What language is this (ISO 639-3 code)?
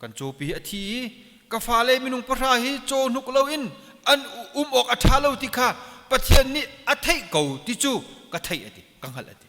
cnh